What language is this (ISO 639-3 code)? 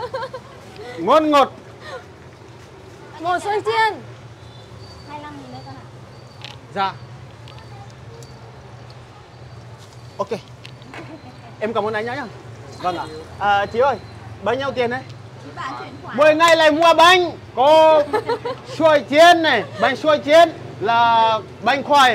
vie